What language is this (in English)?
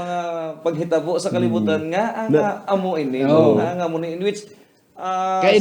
Hiligaynon